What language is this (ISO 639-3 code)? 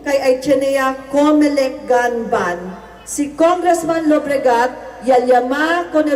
cbk